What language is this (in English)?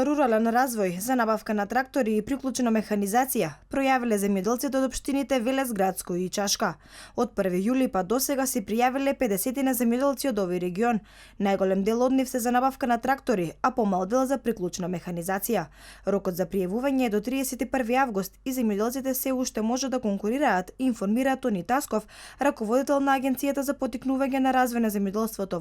Macedonian